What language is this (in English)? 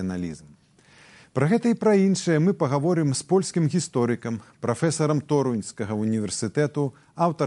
Belarusian